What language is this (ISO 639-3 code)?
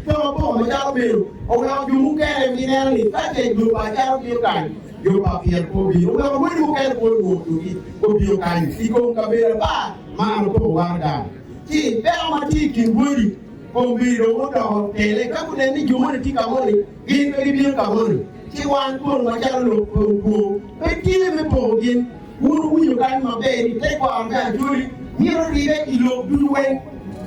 ach